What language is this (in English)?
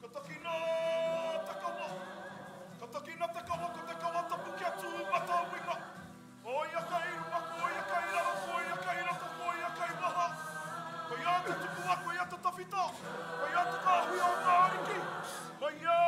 Māori